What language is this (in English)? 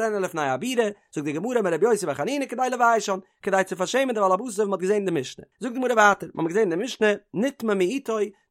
Yiddish